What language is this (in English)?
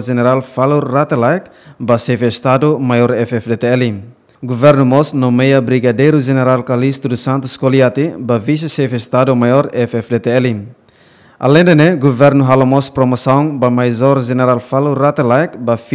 Tetum